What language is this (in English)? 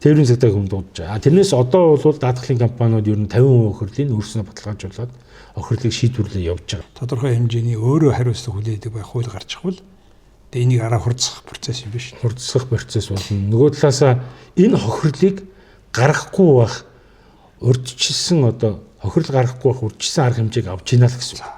Mongolian